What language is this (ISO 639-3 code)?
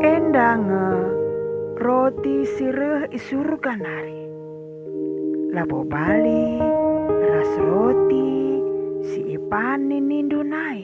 btx